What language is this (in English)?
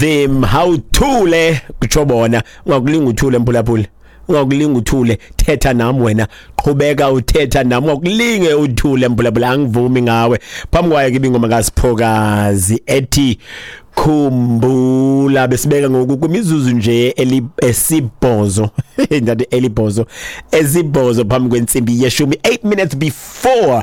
Xhosa